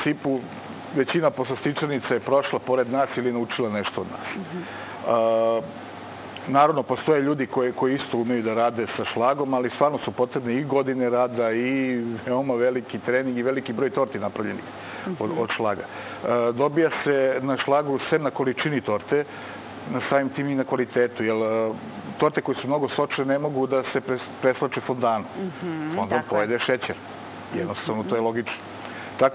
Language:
Serbian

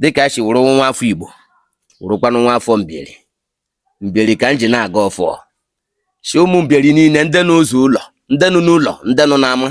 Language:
Igbo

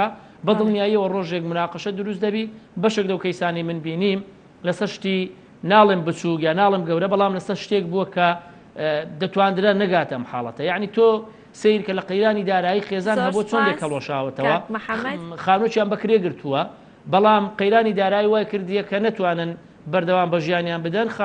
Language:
Central Kurdish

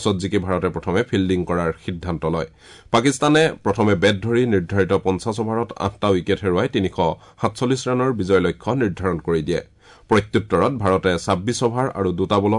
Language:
Assamese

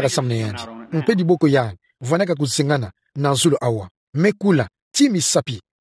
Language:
Kituba (Democratic Republic of Congo)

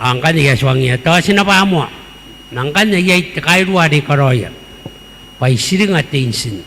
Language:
Gilbertese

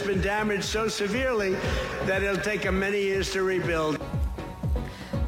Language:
Persian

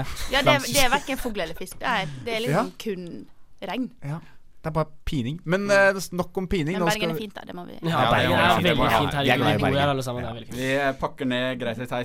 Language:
Norwegian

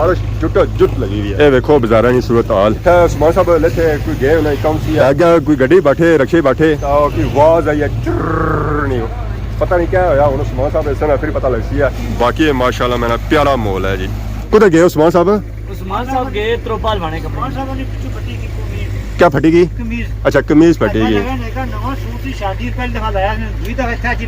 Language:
Pahari-Potwari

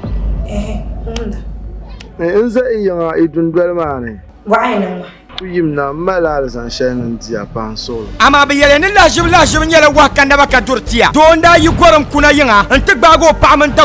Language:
Dagbani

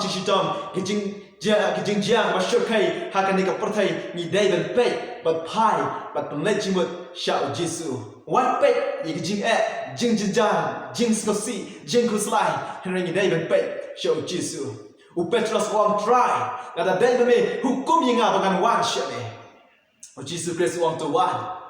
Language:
Khasi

